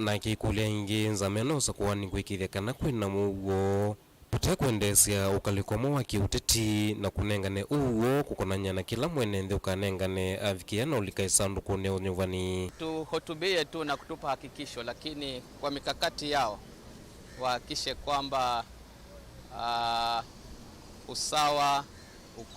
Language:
Kamba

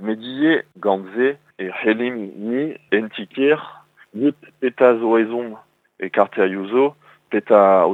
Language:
Breton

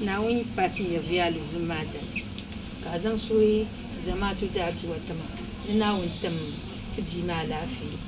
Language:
Dagbani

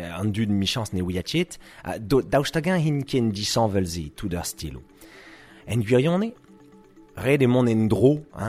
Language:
Breton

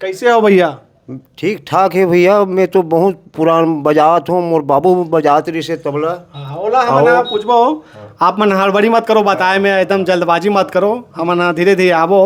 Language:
Chhattisgarhi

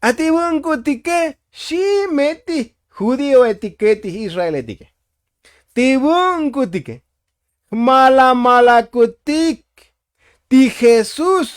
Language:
Tzotzil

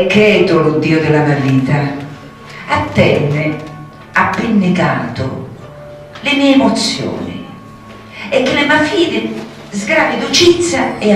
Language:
Sicilian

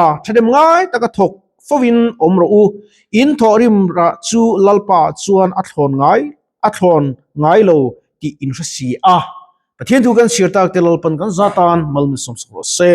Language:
Mizo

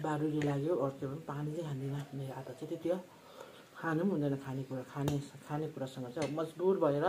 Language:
Nepali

